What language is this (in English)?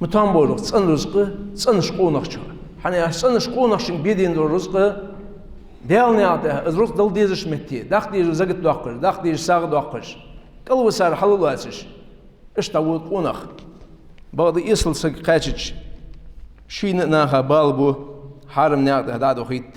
Ingush